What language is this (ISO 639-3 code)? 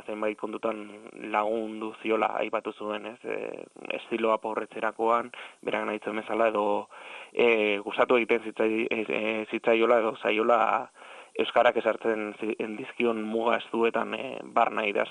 eus